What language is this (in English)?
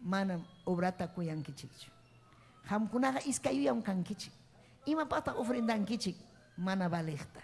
Ayacucho Quechua